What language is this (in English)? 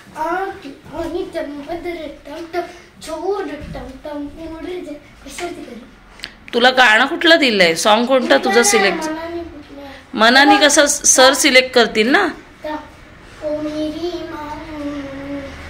Marathi